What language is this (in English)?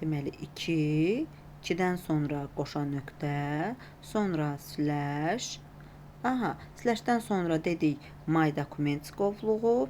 Azerbaijani